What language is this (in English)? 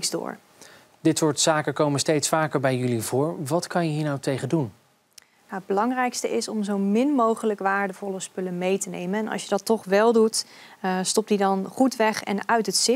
Dutch